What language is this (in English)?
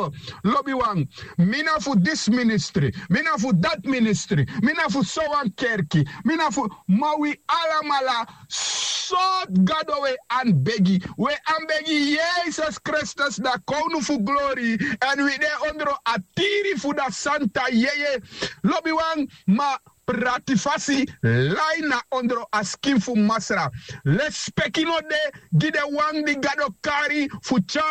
Sranan Tongo